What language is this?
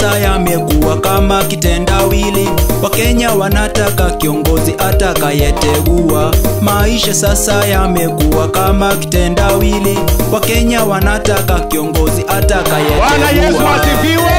Swahili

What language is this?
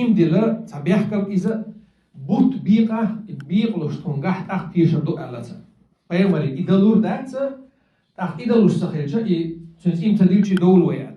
Chechen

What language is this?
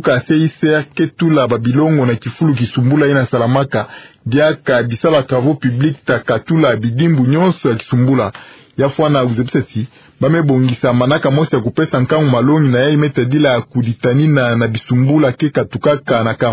Kituba (Democratic Republic of Congo)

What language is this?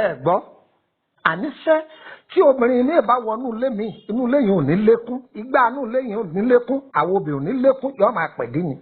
Yoruba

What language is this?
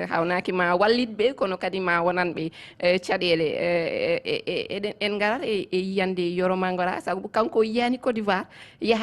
Fula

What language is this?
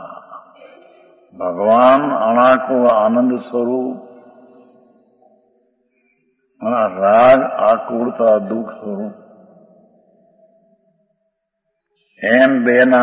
Gujarati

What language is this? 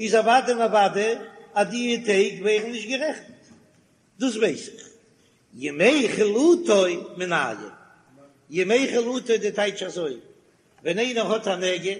Yiddish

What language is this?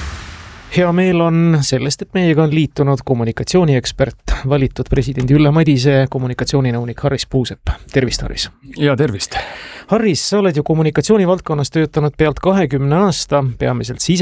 Estonian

